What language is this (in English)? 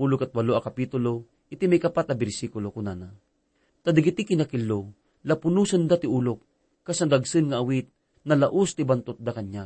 Iloko